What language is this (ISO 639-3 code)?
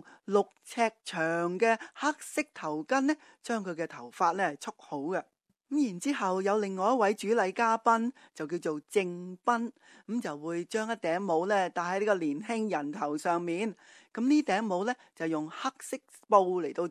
yue